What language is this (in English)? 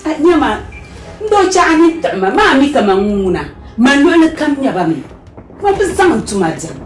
Dagbani